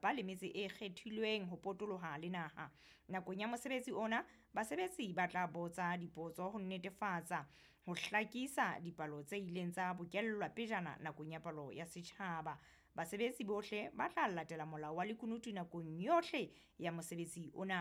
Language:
Southern Sotho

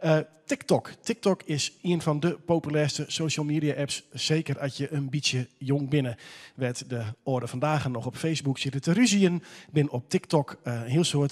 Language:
Western Frisian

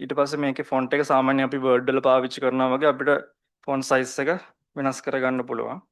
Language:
Sinhala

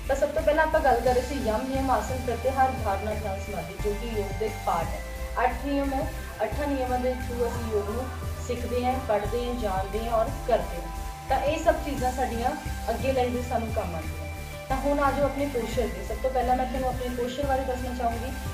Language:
Punjabi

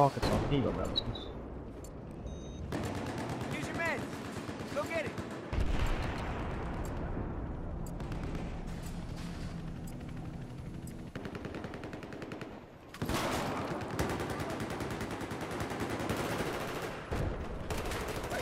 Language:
Swedish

